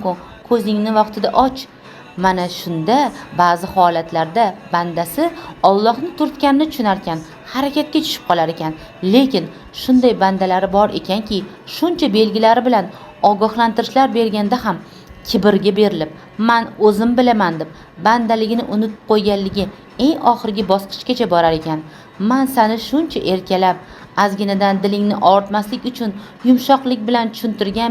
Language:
Uzbek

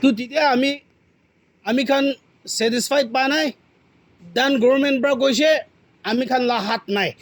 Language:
Naga Pidgin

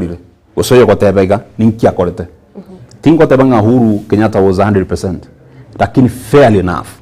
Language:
Gusii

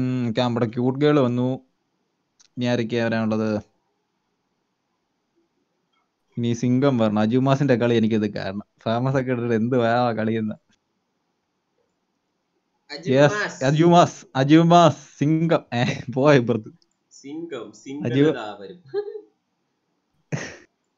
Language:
Malayalam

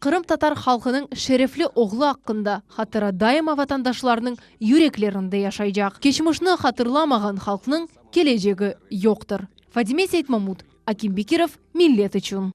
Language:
Crimean Tatar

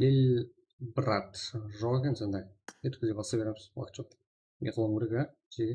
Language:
Kara-Kalpak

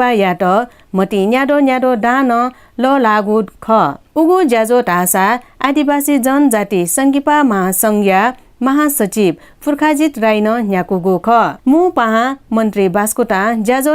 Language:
Newari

